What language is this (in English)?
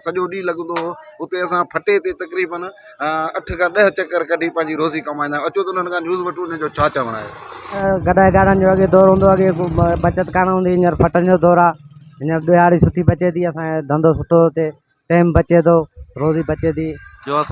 Sindhi